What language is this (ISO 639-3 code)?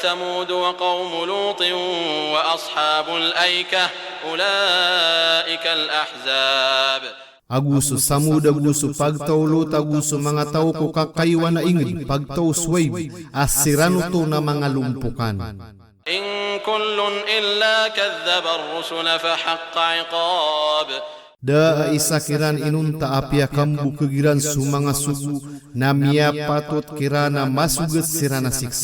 mrw